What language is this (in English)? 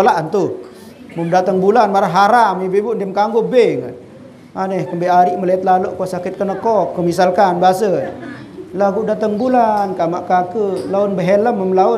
Sasak